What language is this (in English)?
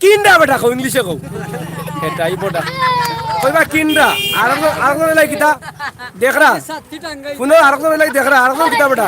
Sylheti